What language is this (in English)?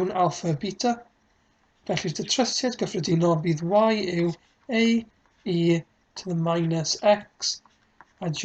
Welsh